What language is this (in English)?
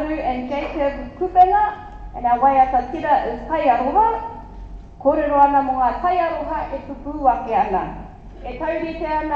Māori